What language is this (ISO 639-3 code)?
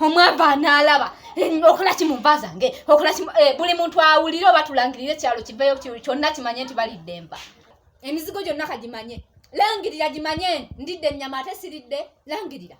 lug